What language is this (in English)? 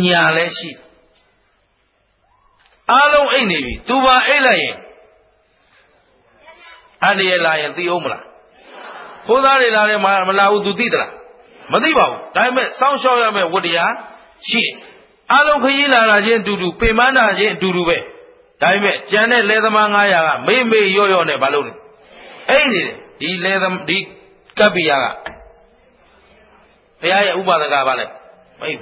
Burmese